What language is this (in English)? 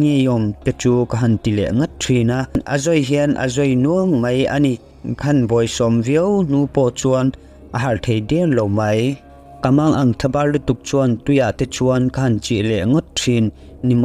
Mizo